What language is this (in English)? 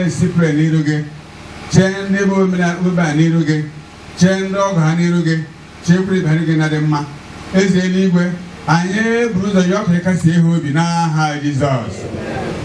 Igbo